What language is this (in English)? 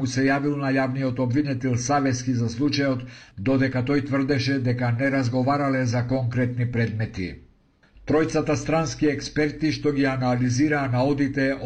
Macedonian